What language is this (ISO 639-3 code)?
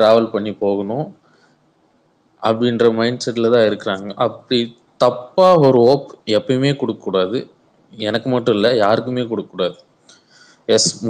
tam